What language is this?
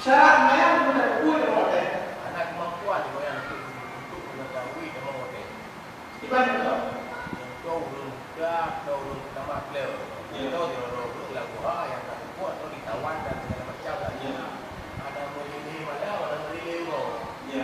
Achinese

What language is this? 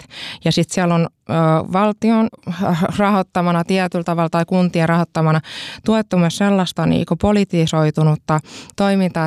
Finnish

